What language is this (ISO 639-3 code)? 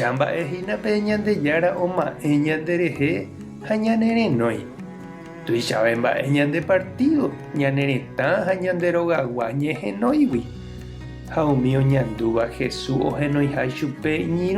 grn